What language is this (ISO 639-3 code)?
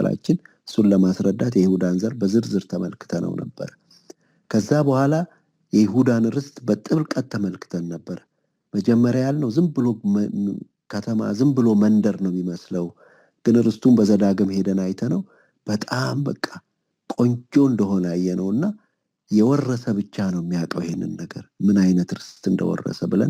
amh